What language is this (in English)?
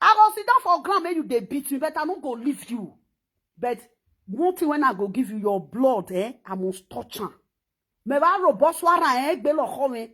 Nigerian Pidgin